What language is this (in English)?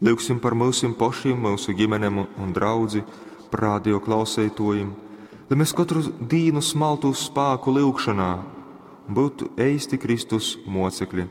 Latgalian